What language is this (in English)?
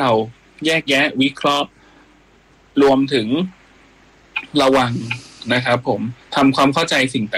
Thai